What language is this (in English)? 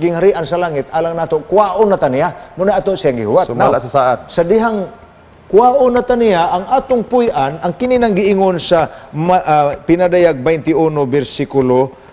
Cebuano